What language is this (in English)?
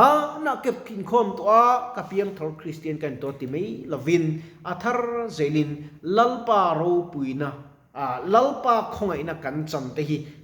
Mizo